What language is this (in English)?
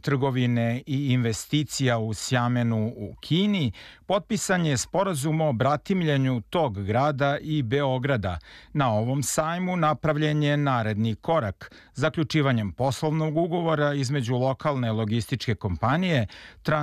Serbian